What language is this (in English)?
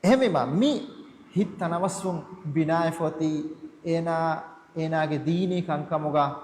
Divehi